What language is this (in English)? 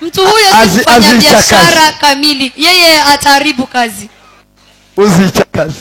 Kinyarwanda